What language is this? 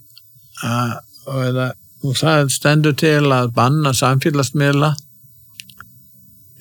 Icelandic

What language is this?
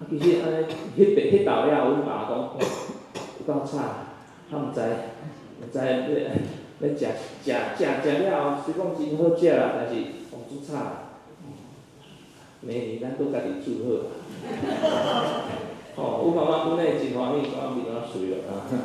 Min Nan Chinese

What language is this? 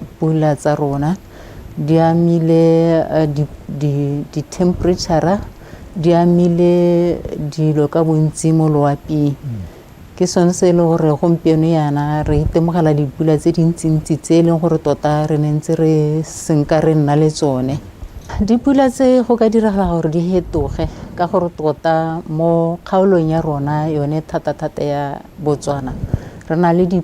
Tswana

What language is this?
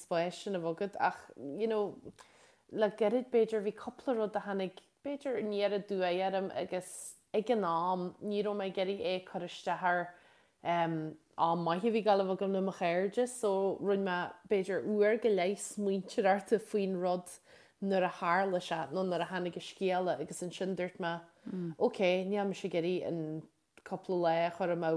Irish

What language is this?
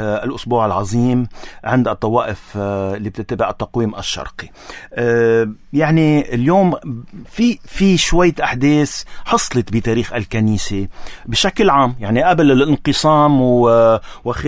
North Levantine Arabic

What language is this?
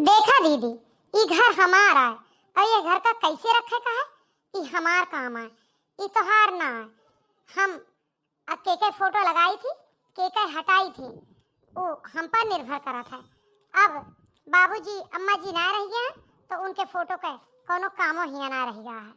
Awadhi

